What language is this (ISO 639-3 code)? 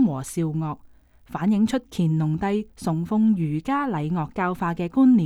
yue